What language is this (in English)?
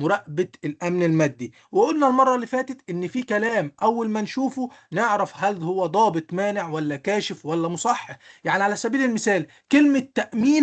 Egyptian Arabic